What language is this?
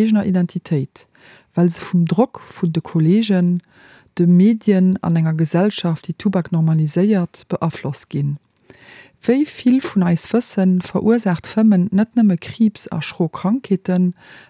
Luxembourgish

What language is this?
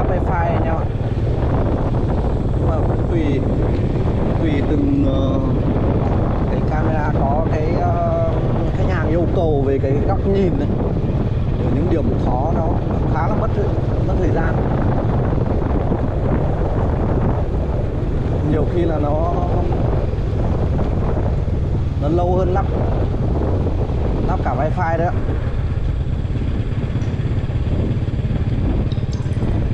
Vietnamese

